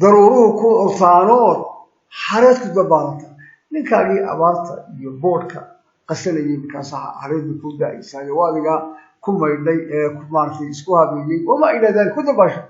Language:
Somali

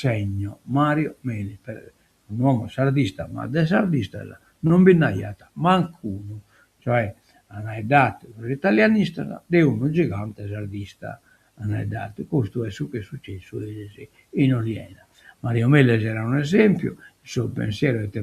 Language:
Sardinian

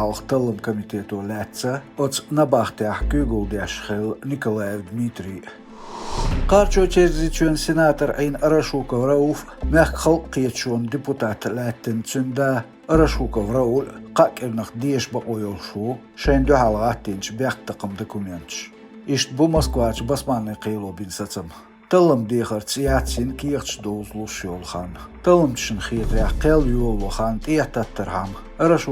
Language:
Chechen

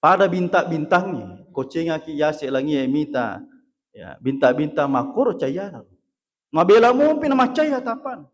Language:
Buginese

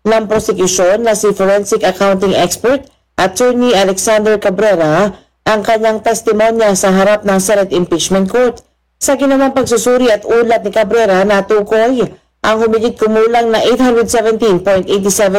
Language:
Filipino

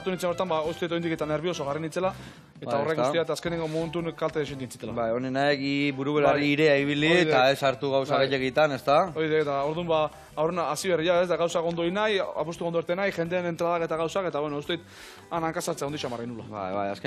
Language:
Basque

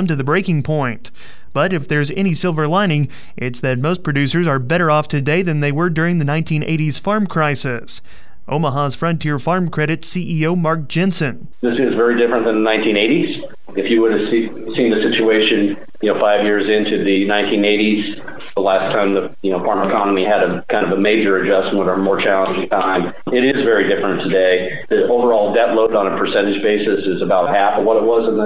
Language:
English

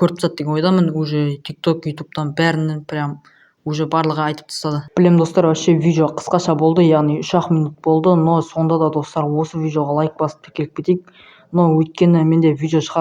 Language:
Kazakh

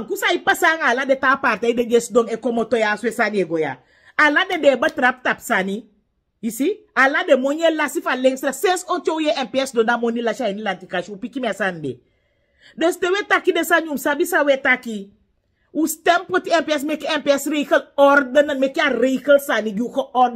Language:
Sranan Tongo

